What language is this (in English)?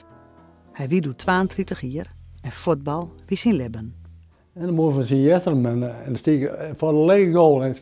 Western Frisian